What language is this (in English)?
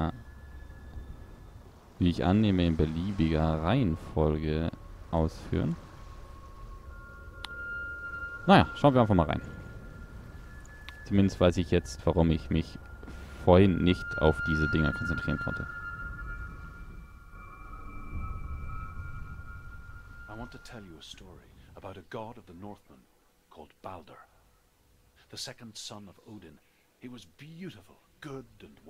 German